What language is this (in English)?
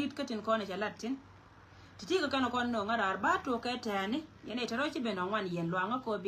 Nuer